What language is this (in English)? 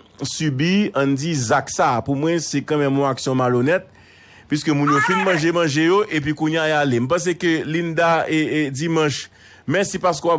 Haitian Creole